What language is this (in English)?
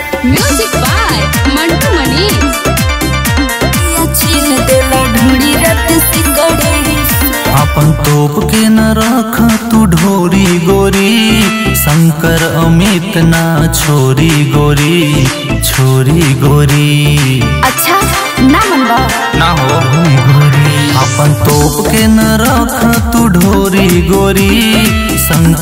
Bhojpuri